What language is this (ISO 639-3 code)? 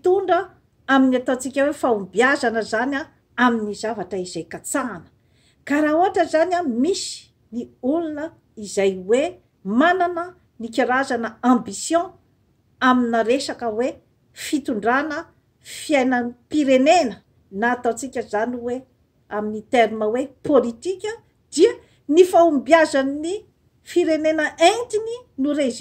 mlg